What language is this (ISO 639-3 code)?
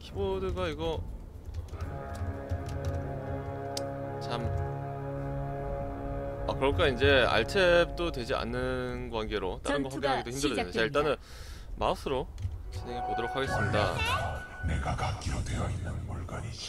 kor